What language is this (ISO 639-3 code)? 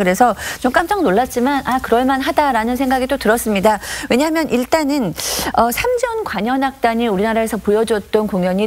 kor